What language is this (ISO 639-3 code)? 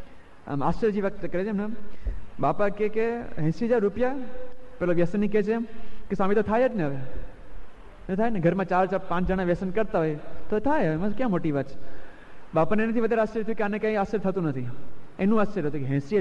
guj